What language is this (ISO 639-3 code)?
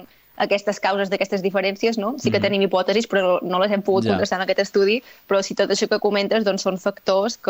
cat